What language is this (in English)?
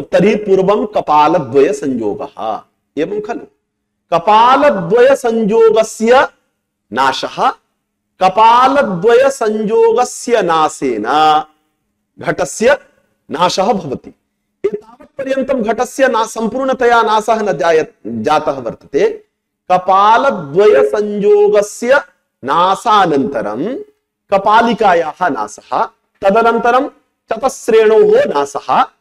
Sanskrit